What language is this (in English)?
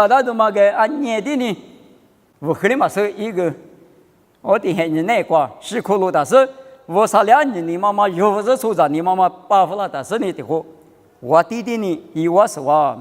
Lisu